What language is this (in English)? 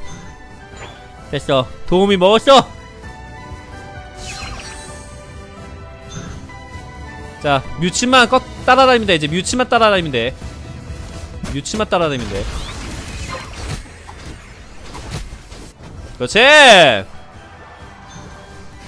Korean